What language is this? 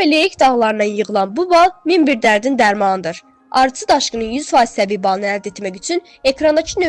Azerbaijani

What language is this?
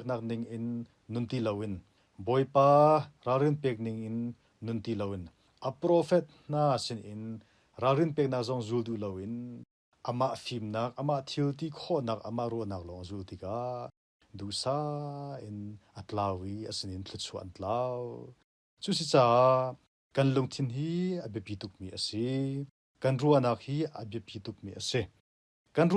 Hakha Chin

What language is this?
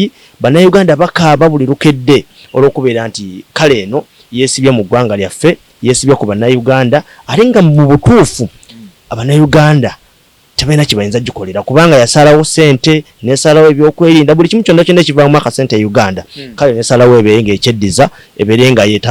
Ganda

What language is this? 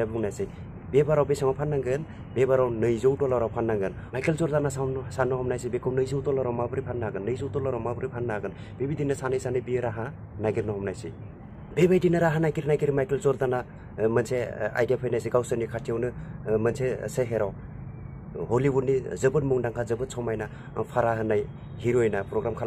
Bodo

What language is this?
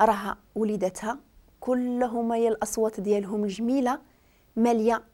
Moroccan Arabic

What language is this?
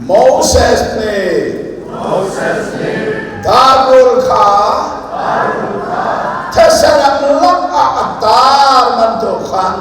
Hakha Chin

